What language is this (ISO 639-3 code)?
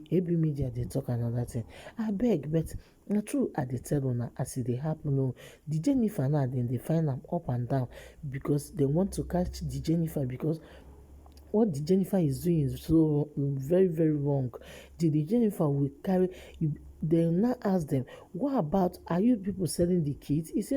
pcm